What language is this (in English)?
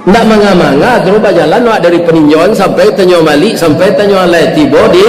Minangkabau